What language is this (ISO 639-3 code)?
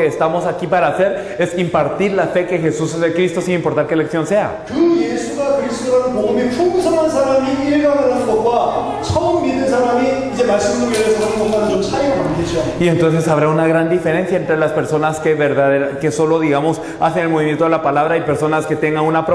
spa